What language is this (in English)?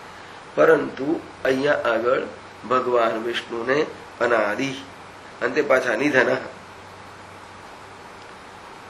Gujarati